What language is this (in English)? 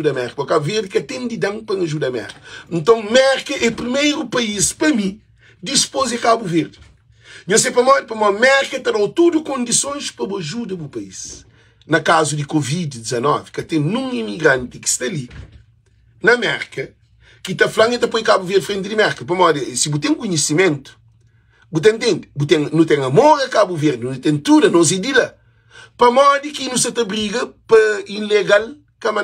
Kabuverdianu